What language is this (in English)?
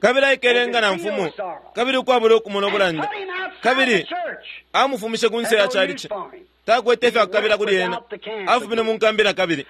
Bemba